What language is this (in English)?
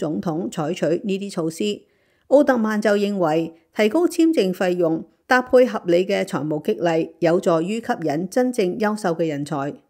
Cantonese